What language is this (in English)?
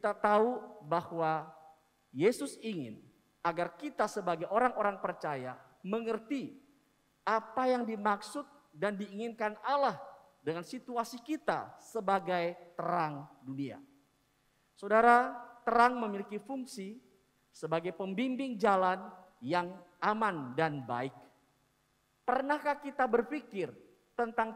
Indonesian